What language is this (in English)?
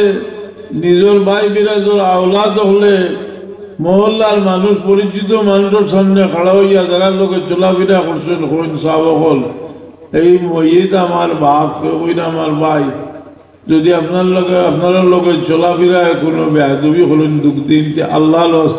Sylheti